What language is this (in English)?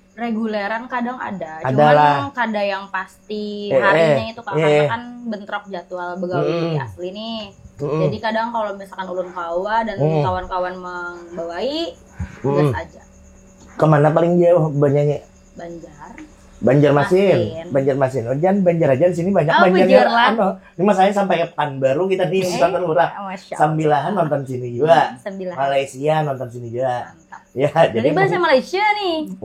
Banjar